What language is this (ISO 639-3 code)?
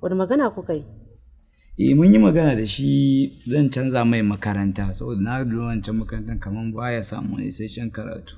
hau